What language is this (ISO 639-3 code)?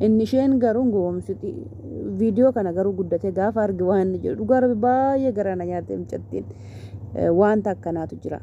orm